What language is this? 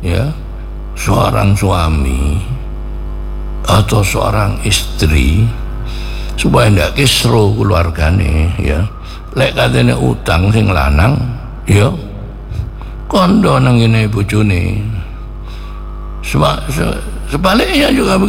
Indonesian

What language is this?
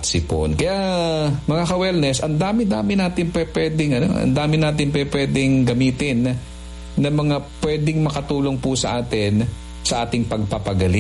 Filipino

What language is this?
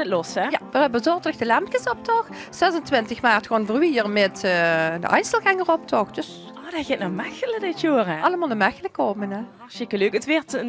Limburgish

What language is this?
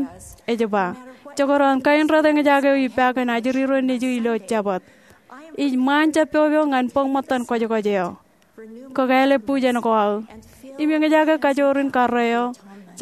Marshallese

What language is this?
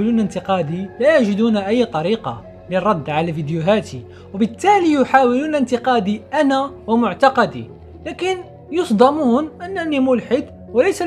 Arabic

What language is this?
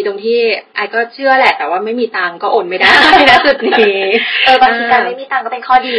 Thai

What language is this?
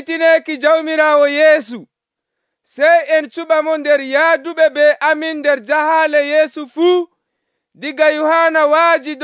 Nigerian Fulfulde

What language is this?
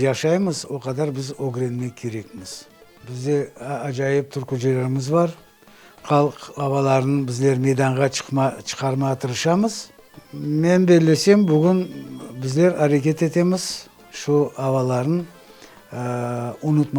Crimean Tatar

